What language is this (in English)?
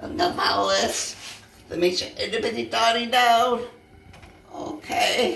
Welsh